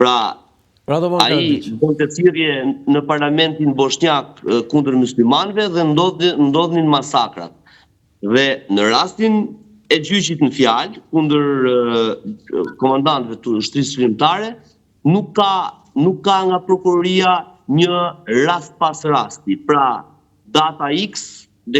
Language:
Albanian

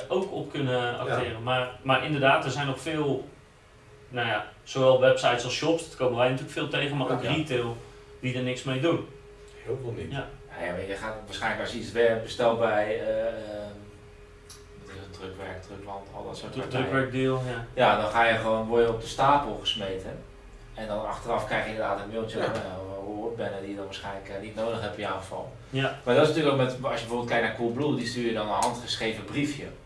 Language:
Dutch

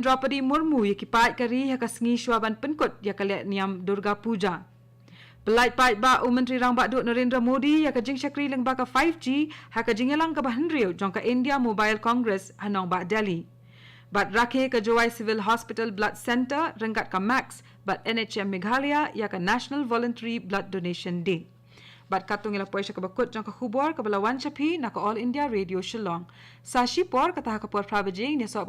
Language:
Khasi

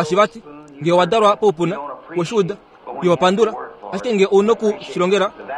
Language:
Kuanyama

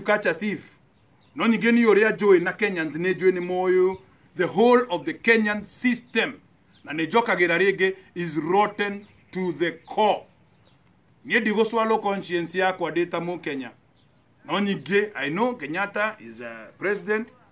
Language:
Kikuyu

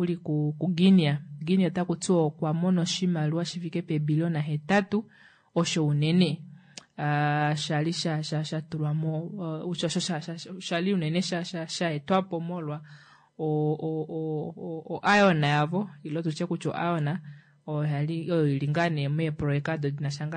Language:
Kuanyama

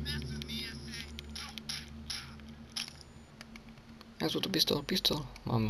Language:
Czech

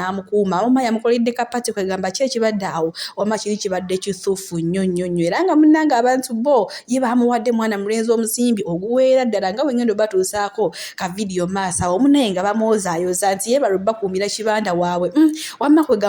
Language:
Ganda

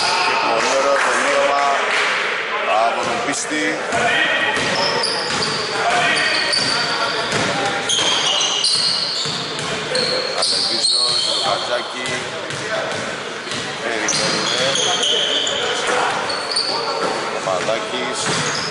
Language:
Greek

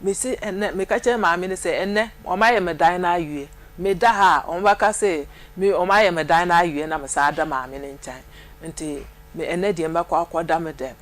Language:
Akan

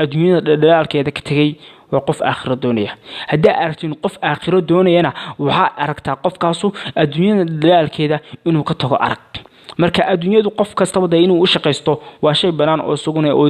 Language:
Somali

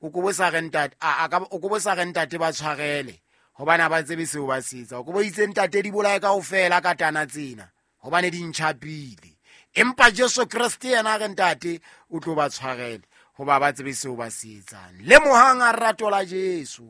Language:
Southern Sotho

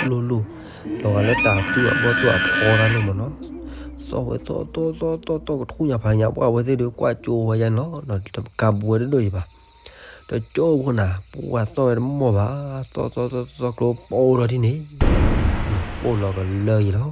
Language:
S'gaw Karen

